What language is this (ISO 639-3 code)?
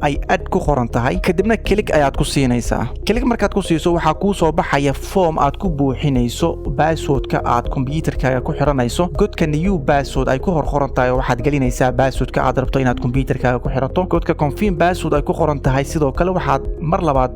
som